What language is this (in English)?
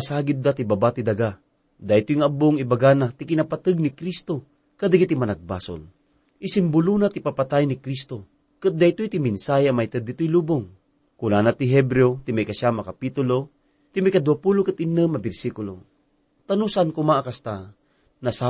Iloko